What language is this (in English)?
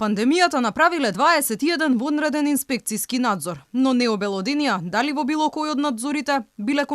Macedonian